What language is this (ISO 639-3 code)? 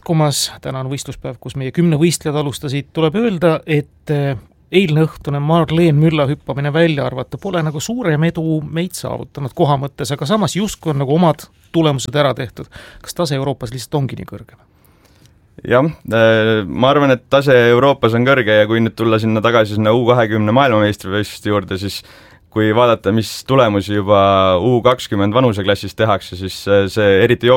est